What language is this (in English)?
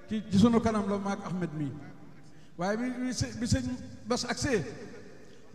Wolof